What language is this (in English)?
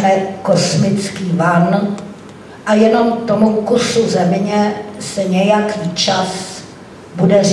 Czech